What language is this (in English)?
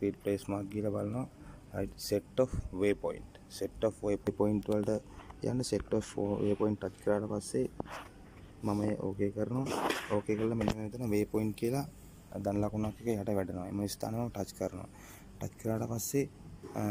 Sinhala